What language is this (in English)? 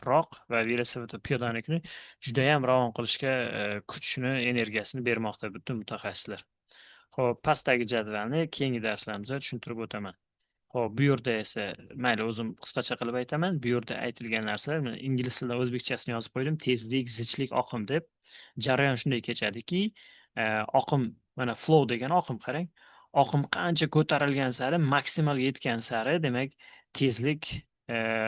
Uzbek